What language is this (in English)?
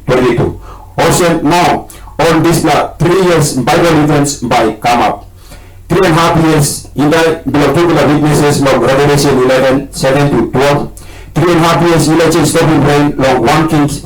Tok Pisin